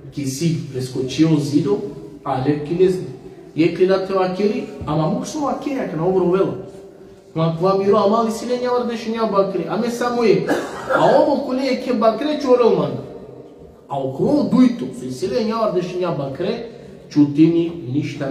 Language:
Balkan Romani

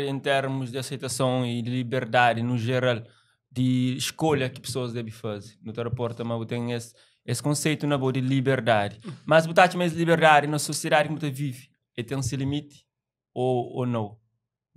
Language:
Kabuverdianu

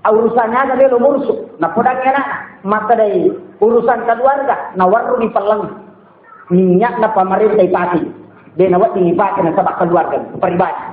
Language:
Buginese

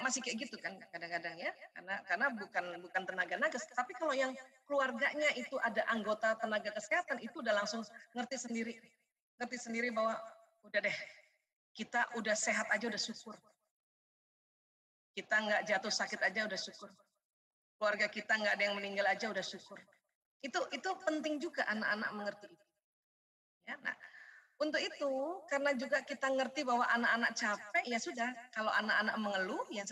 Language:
Indonesian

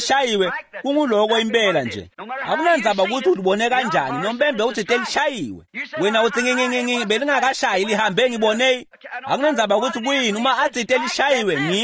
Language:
Swati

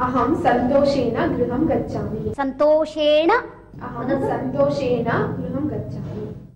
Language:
Sanskrit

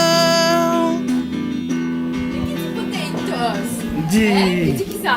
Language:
Réunion Creole French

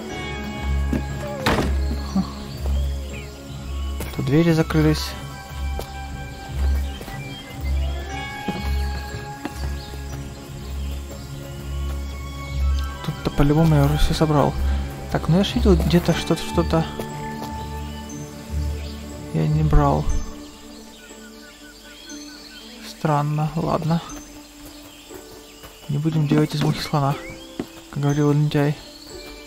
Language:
Russian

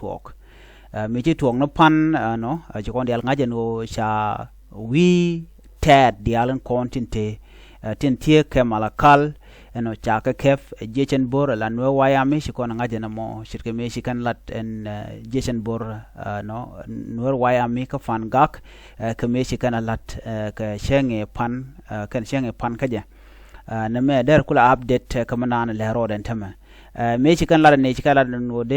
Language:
Nuer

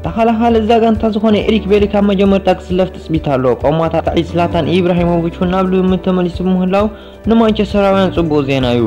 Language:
Tigrinya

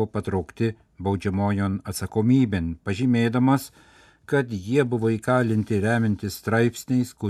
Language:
Lithuanian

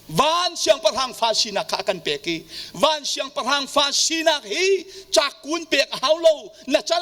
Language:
Hakha Chin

